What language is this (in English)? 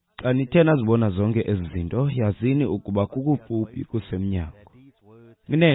Xhosa